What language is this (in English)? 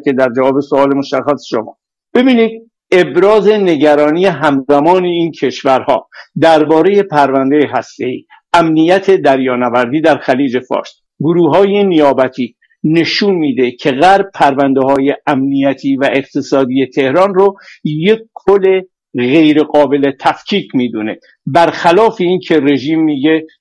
Persian